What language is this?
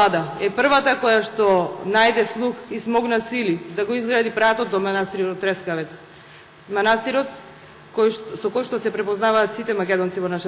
Macedonian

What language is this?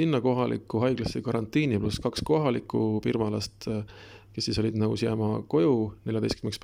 Estonian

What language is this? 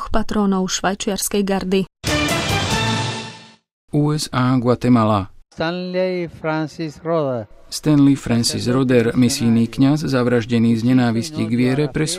Slovak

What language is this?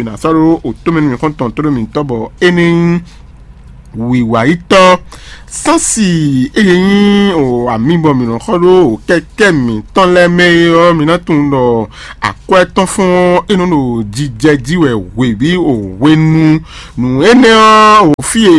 Fon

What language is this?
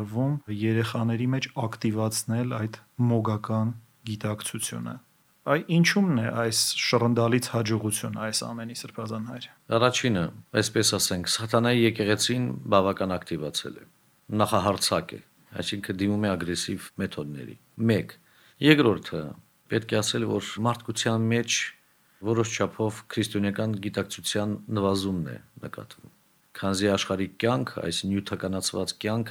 Armenian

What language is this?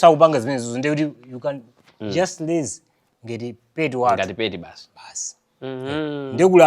Nyanja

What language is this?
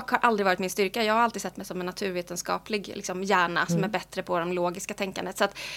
Swedish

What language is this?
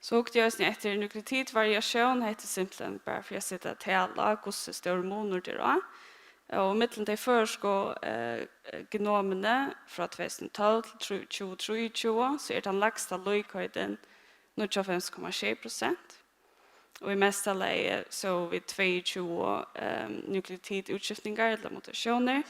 Faroese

